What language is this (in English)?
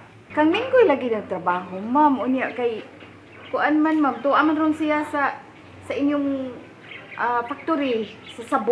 Cebuano